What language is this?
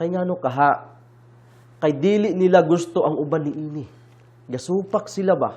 Cebuano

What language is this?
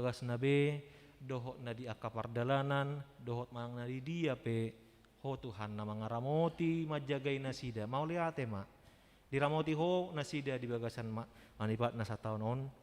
Batak Toba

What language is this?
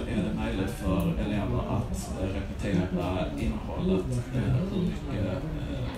Swedish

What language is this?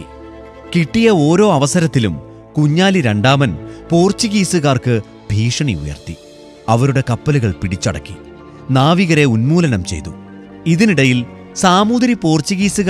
Malayalam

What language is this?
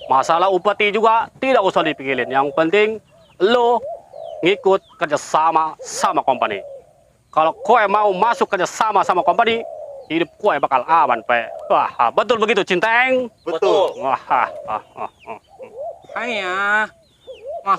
Betawi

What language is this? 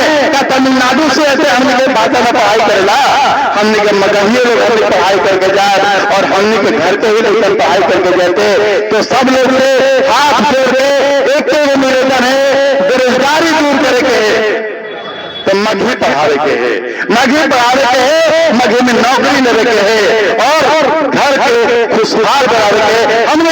Magahi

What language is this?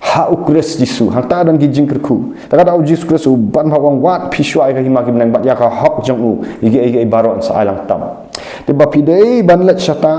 Khasi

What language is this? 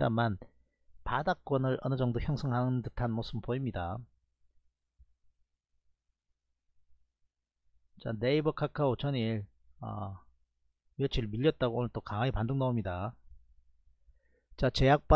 Korean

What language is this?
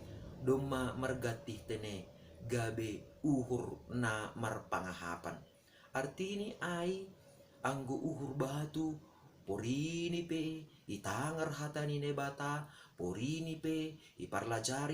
Batak Simalungun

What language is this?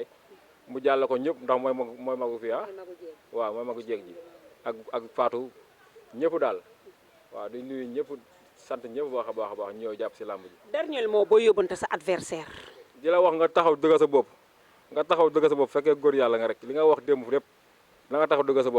Wolof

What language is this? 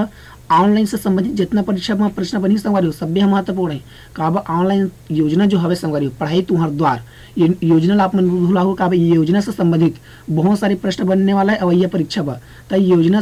Chhattisgarhi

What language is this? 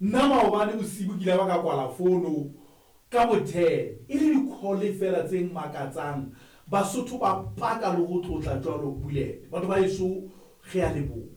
Southern Sotho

